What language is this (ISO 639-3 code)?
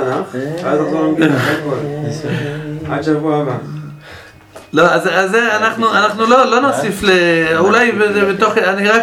heb